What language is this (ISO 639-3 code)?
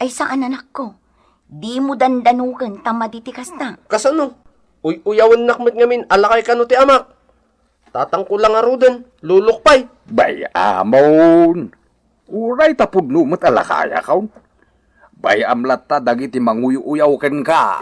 ilo